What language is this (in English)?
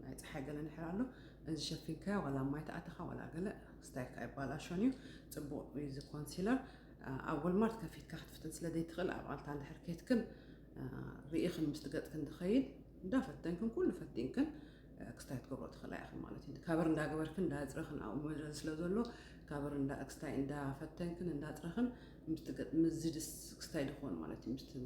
Tigrinya